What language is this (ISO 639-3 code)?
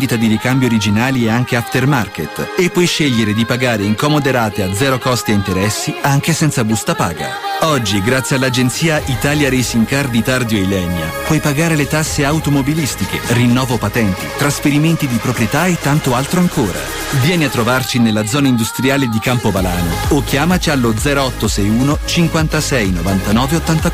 ita